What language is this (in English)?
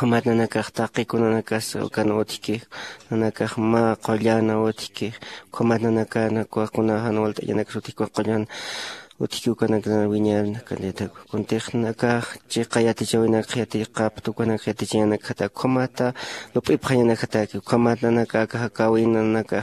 Aymara